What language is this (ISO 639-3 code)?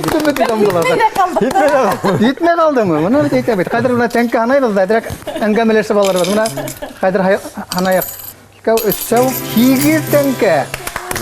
bak